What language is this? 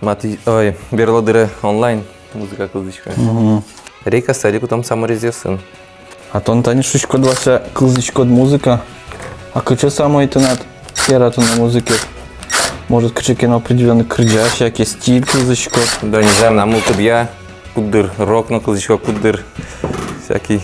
Udmurt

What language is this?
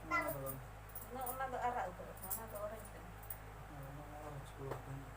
Santali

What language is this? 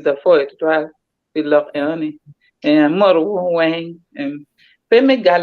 Acoli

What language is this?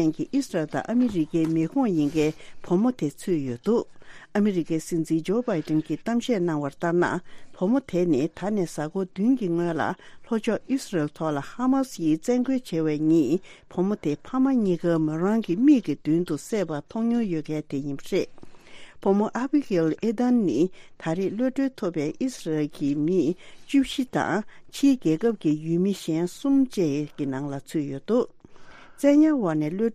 Tibetan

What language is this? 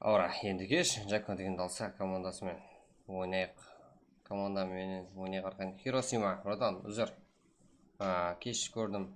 Kara-Kalpak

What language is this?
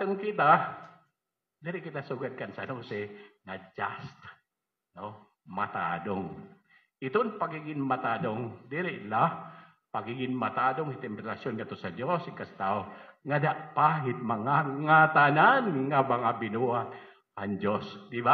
Waray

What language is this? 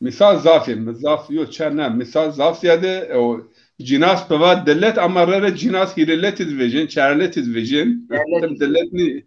Zaza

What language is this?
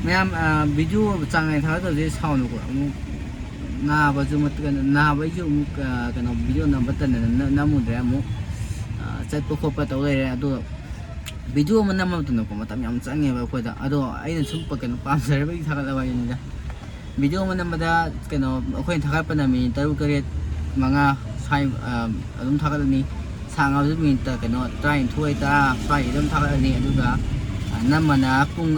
Manipuri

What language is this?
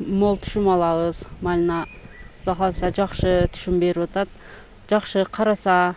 Kyrgyz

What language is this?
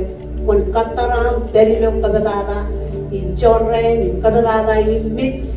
Marshallese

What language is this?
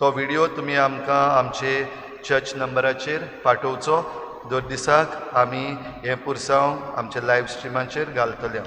Konkani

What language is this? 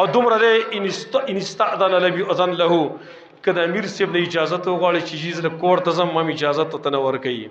Pashto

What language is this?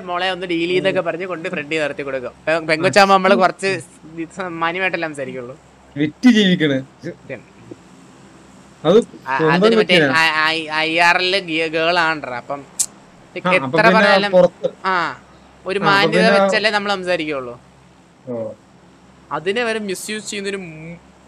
Malayalam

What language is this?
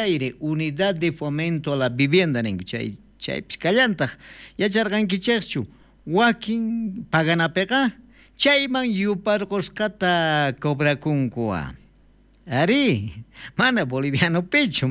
South Bolivian Quechua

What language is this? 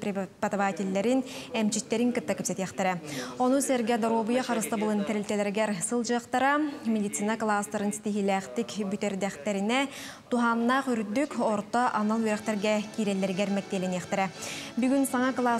Yakut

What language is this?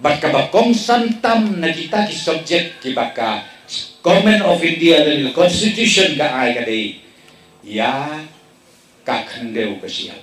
Khasi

